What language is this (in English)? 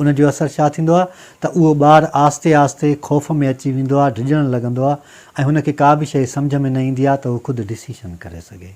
Sindhi